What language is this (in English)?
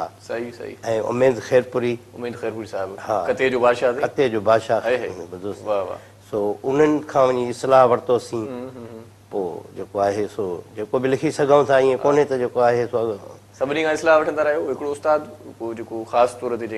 Sindhi